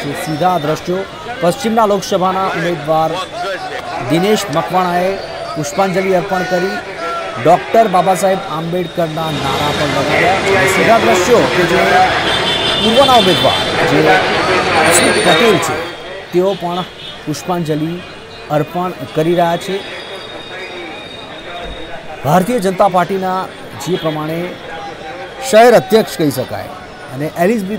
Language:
Gujarati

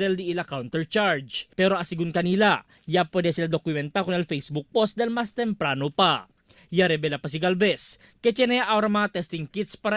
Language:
Chavacano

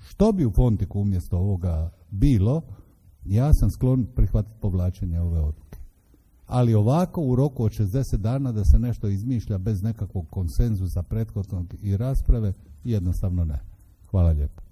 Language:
Croatian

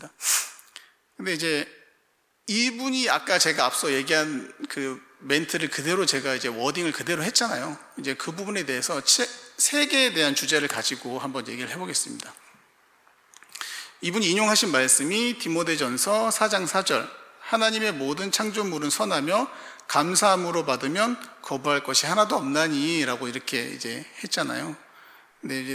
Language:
Korean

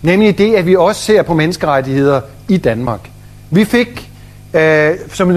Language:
Danish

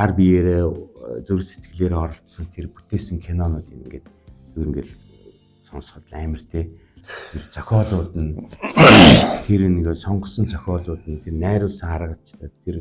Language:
Mongolian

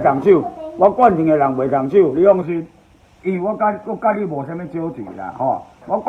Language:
Min Nan Chinese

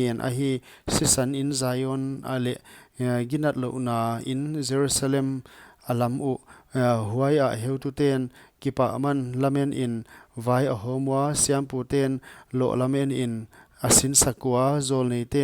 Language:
Paite Chin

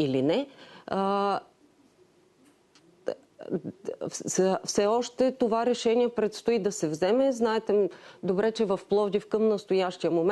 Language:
Bulgarian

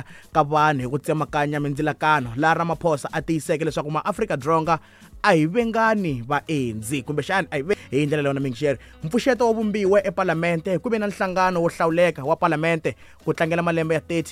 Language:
Tsonga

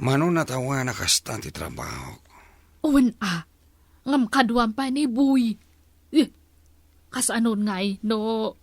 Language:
Iloko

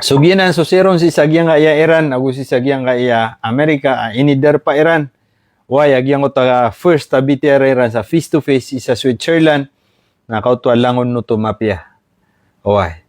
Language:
Maranao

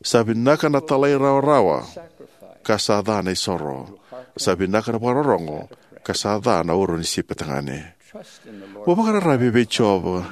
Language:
Fijian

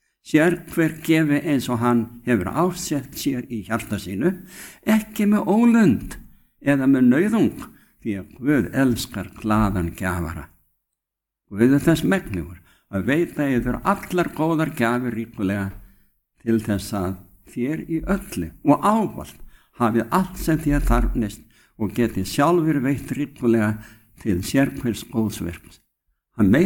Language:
Icelandic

